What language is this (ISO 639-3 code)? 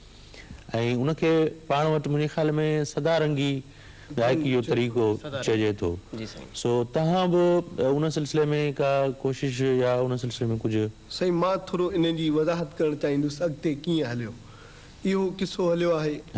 snd